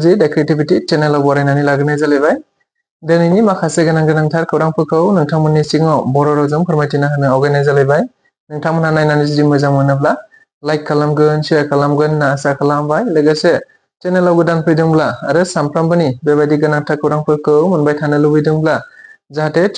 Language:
Bodo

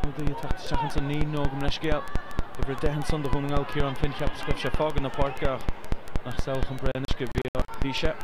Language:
Irish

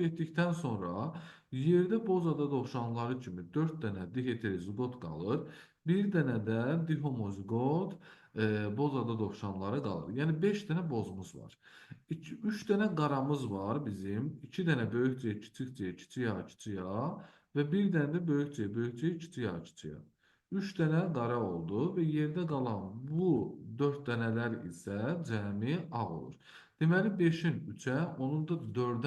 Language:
Azerbaijani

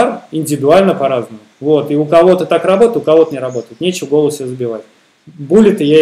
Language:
Russian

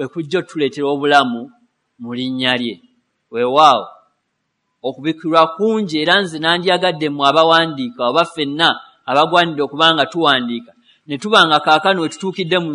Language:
Ganda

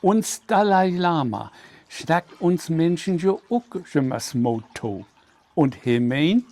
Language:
Low German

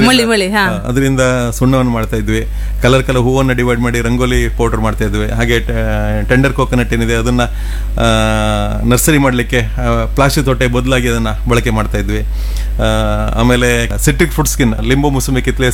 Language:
Kannada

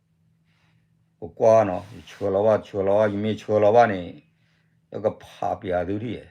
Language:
S'gaw Karen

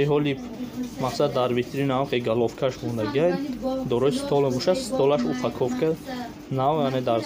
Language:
Tajik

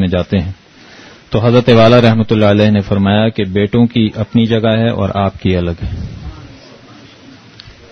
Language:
Urdu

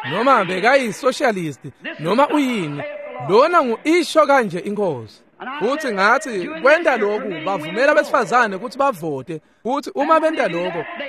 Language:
Swati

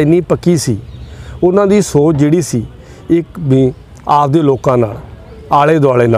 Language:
Punjabi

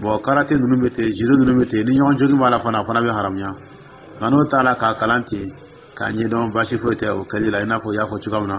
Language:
Dyula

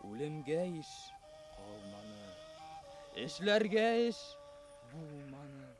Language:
Bashkir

